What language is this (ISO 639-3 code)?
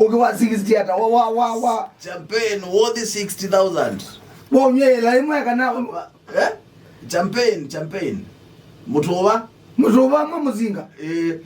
kam